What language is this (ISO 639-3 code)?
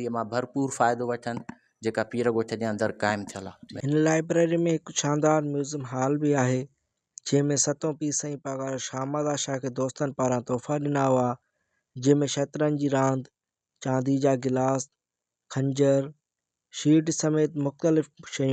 snd